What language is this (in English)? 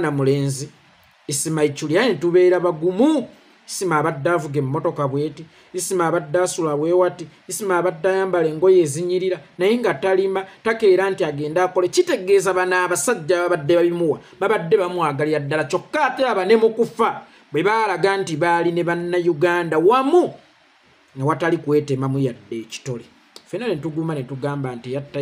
Ganda